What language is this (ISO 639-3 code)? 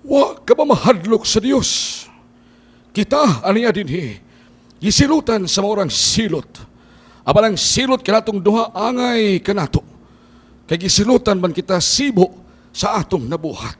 ceb